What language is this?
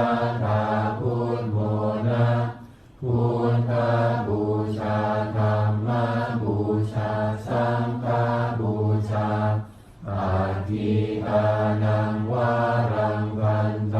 Pali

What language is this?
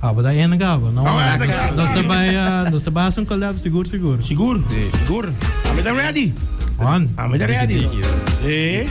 Papiamento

